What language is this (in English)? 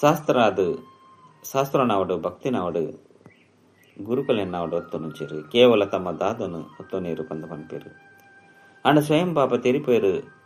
Tulu